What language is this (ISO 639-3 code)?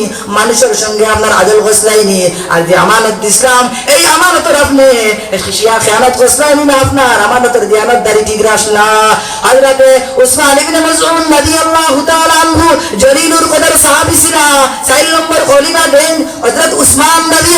syl